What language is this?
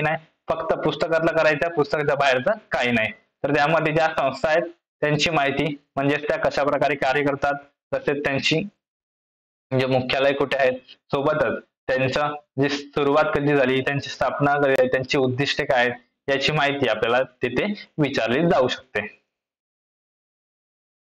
Marathi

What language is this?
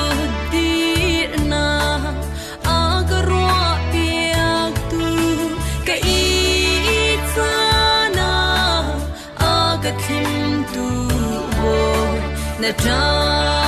Falam Chin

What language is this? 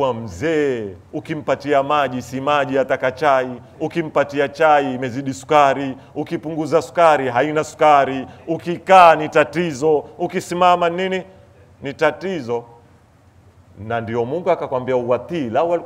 Swahili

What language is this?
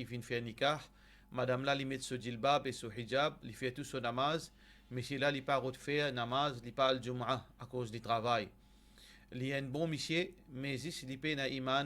Morisyen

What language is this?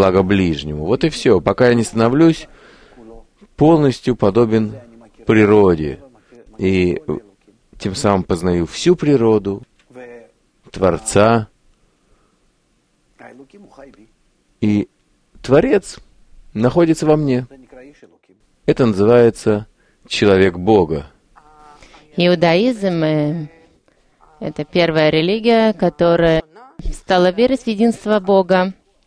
Russian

